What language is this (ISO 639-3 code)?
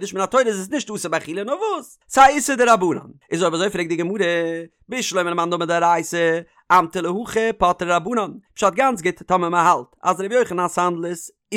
yid